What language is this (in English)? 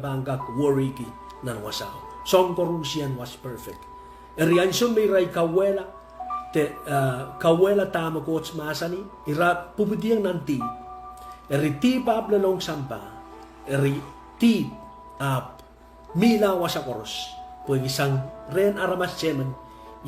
Pohnpeian